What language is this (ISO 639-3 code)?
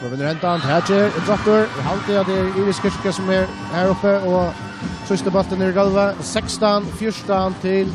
fao